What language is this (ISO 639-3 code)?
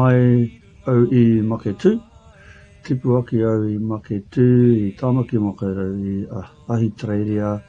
mri